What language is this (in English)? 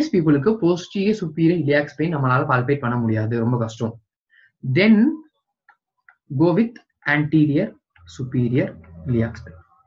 Tamil